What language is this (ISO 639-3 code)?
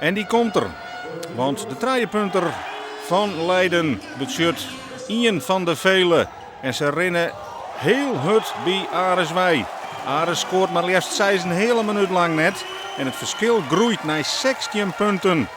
fry